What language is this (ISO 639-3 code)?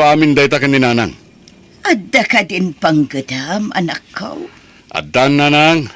ilo